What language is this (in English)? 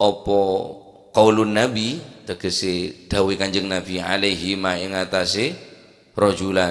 Madurese